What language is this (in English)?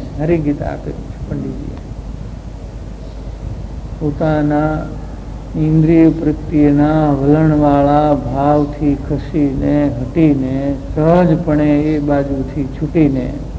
Gujarati